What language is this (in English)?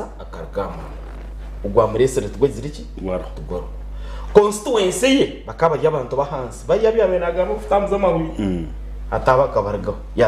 Nyankole